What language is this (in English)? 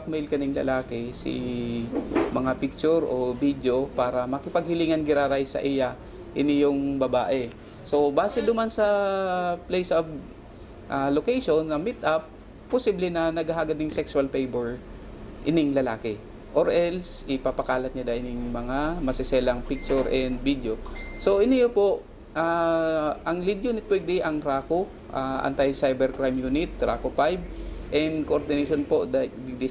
Bikol